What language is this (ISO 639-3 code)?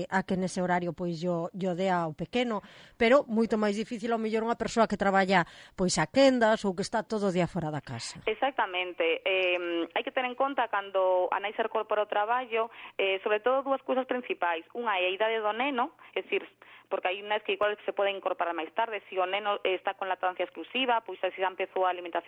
glg